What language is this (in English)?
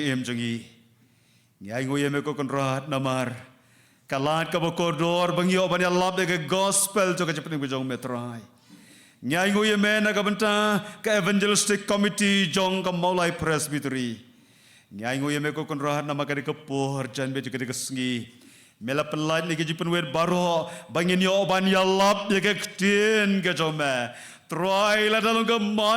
Khasi